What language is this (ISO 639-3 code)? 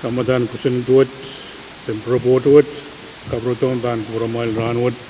pon